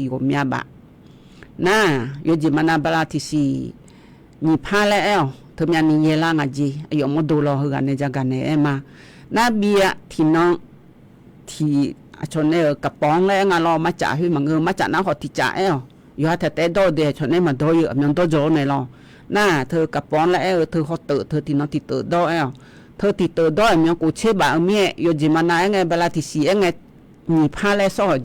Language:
Akha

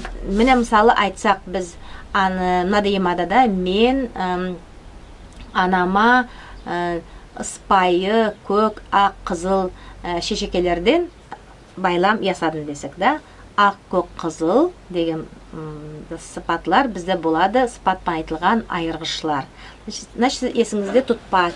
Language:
Nogai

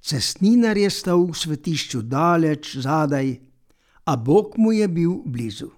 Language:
Slovenian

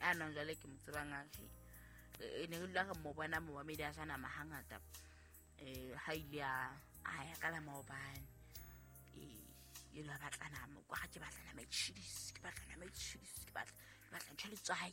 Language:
Southern Sotho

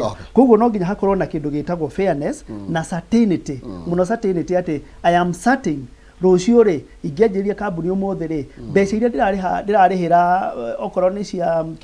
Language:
Kikuyu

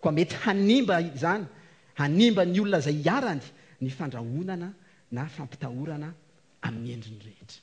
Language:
Malagasy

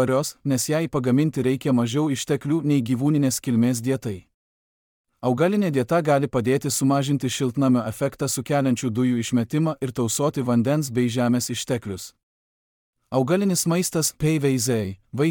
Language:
Lithuanian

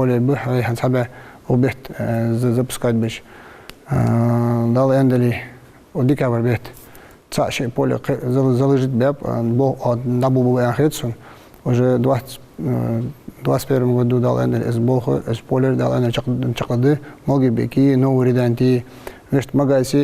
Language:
Ingush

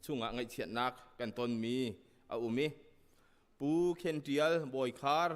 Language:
Hakha Chin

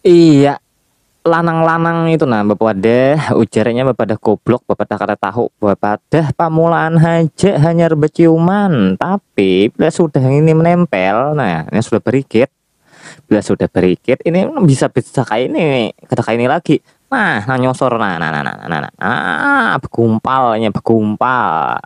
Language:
Banjar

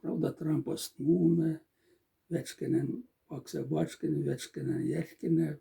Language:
Moksha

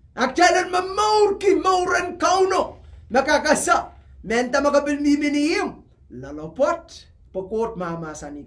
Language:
Pohnpeian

